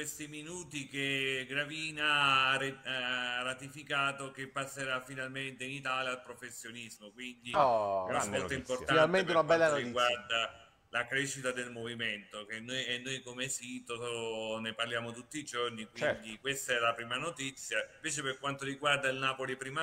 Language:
Italian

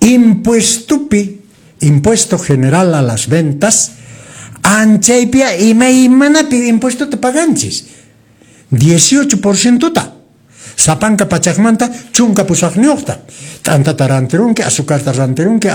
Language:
Quechua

